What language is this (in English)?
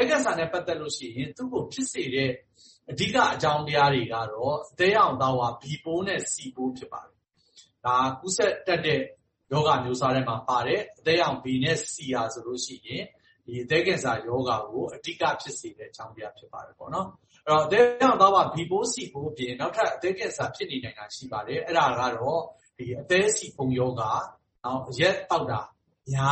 Burmese